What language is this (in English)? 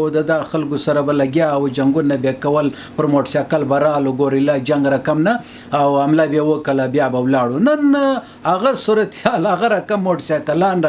Pashto